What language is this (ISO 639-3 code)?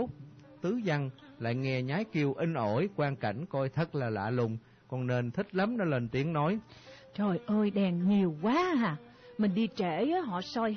vie